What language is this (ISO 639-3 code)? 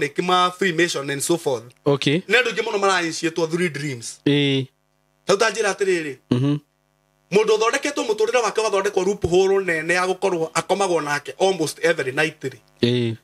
kik